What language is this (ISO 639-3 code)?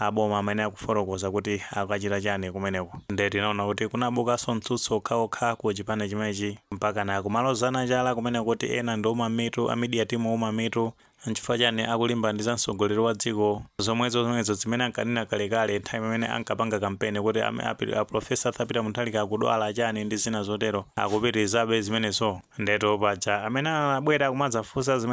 nya